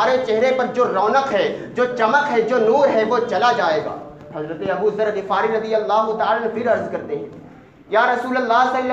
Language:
Urdu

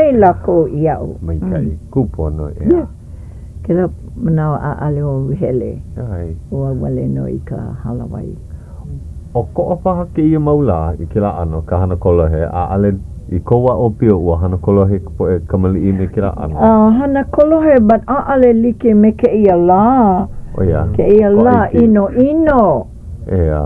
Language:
Hawaiian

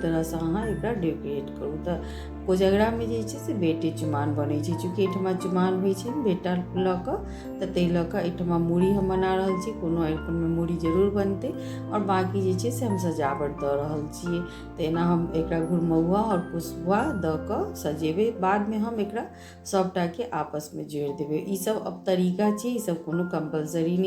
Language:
Maithili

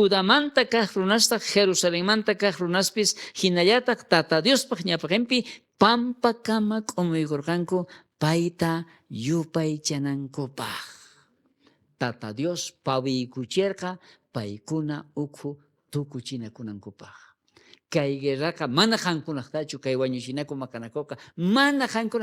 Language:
South Bolivian Quechua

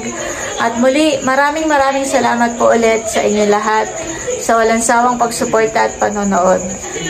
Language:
Filipino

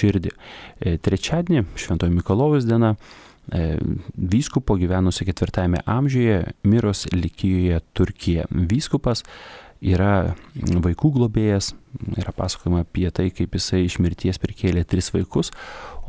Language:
Lithuanian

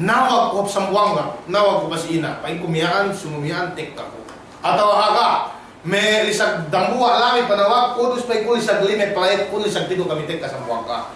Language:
Yakan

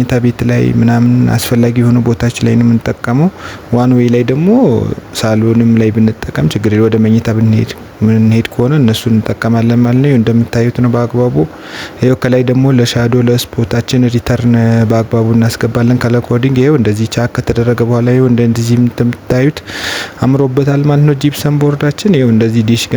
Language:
Amharic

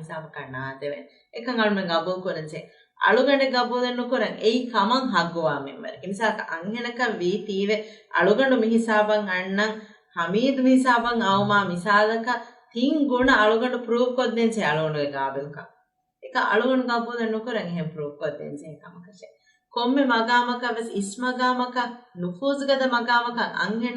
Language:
Divehi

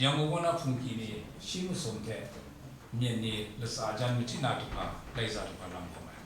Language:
Kachin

